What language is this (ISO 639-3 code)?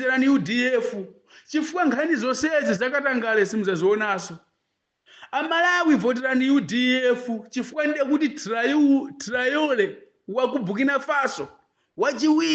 nya